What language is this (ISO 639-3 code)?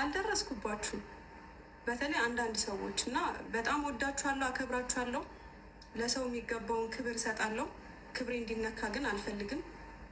amh